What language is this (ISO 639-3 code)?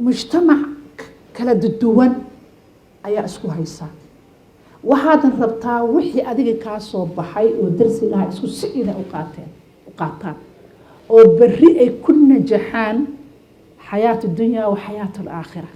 som